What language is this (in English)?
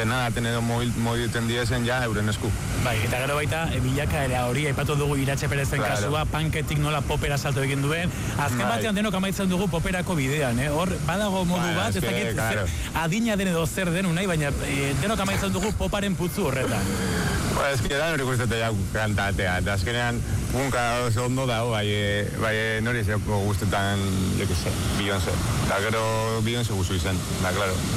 Basque